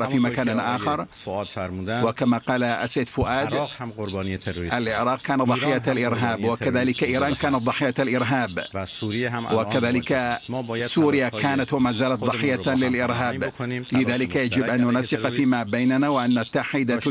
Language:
Arabic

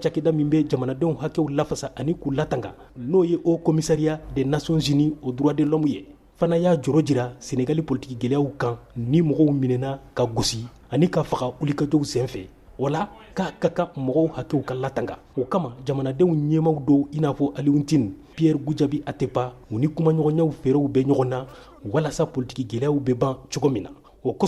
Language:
Bambara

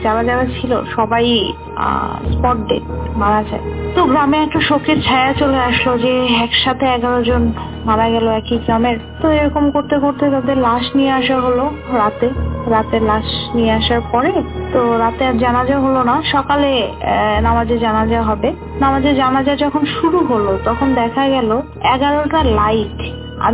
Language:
Bangla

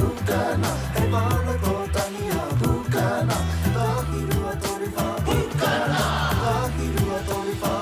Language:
Māori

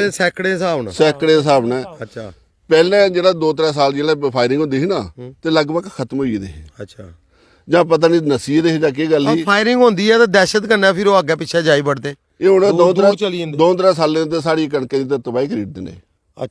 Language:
Dogri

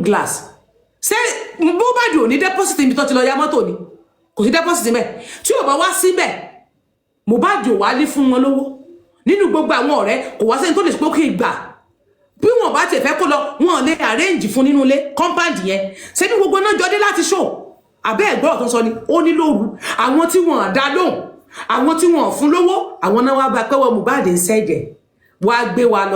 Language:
Yoruba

